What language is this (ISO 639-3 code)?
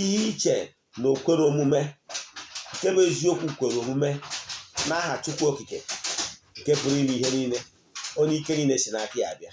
ibo